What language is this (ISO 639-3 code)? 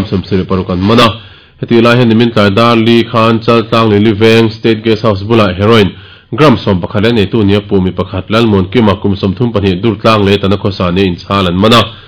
lus